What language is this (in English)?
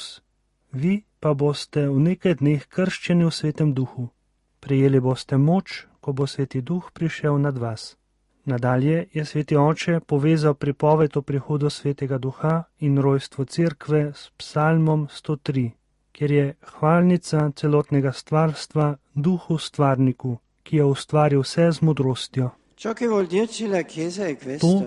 Slovenian